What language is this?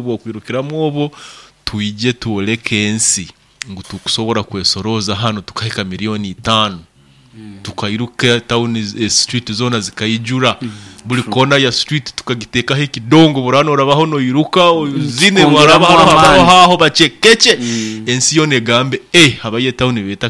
Nyoro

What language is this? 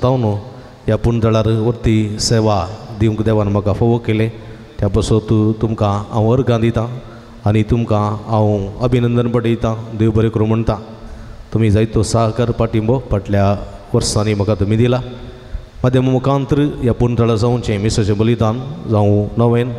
Konkani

